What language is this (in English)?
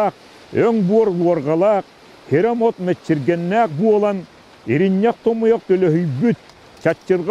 Yakut